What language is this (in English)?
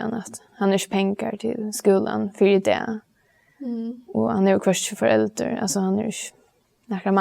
Faroese